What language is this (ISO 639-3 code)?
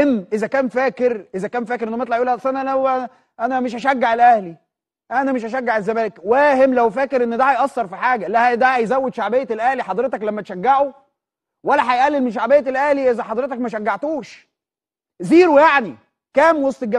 arz